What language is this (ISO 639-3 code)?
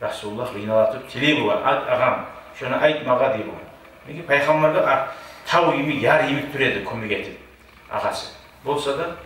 kum